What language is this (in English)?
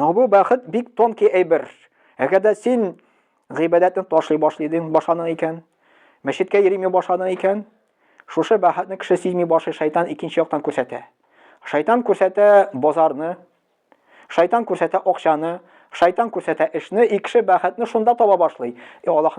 Tatar